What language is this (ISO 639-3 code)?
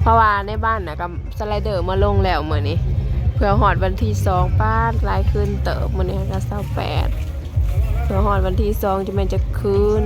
tts